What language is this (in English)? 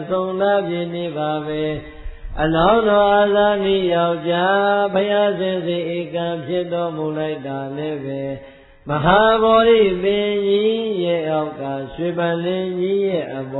Burmese